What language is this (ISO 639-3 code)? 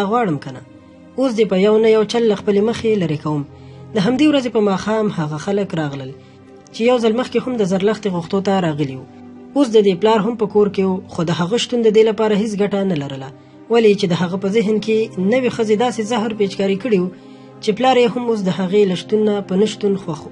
pus